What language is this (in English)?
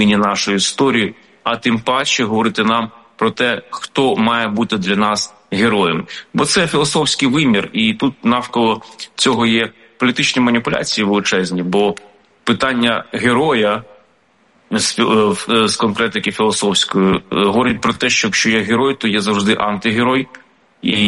Ukrainian